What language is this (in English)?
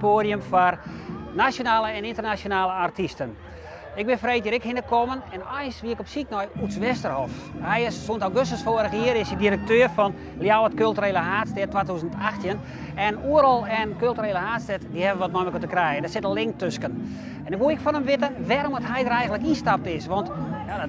Western Frisian